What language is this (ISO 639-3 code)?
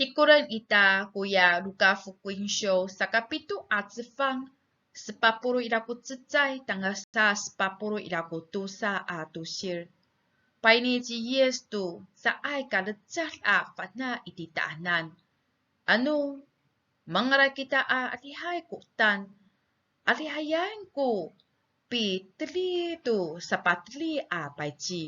ami